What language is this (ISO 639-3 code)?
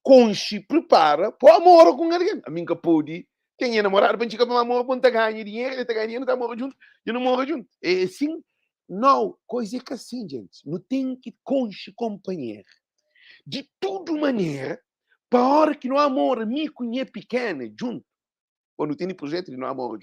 kea